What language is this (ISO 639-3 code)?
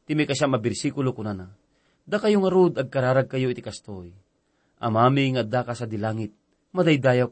ilo